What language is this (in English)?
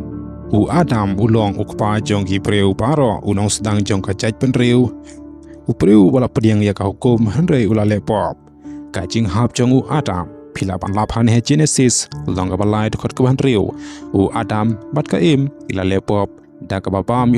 Khasi